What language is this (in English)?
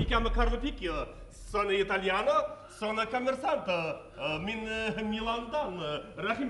Bashkir